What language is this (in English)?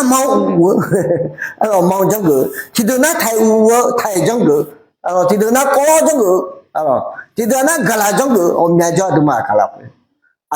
Akha